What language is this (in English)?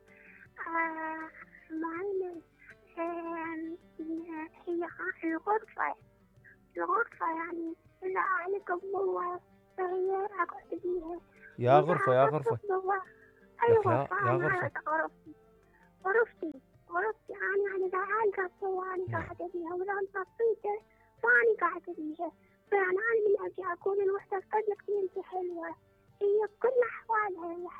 Mesopotamian Arabic